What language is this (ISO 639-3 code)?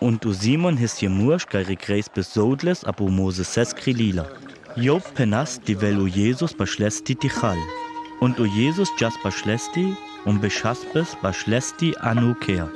rmo